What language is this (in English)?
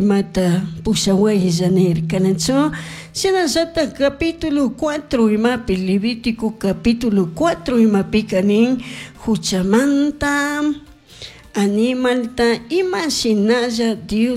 Chimborazo Highland Quichua